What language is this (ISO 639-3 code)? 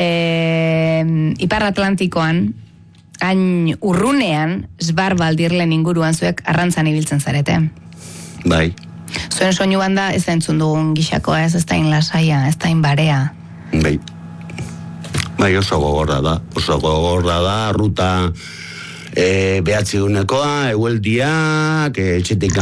eus